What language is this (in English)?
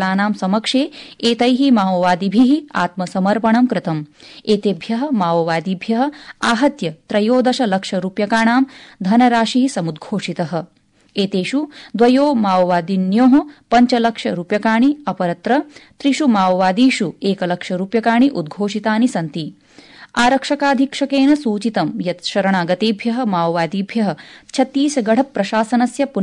Sanskrit